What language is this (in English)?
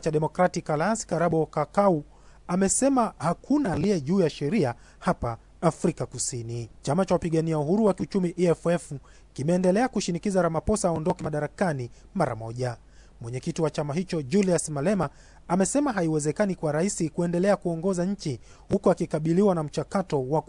Swahili